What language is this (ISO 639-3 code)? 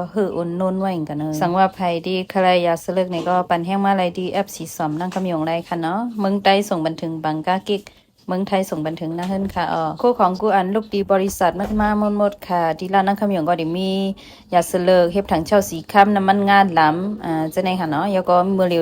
shn